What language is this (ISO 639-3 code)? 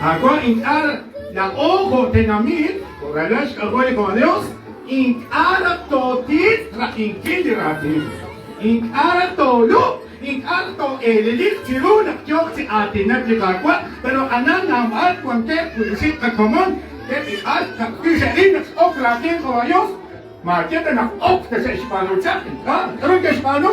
kek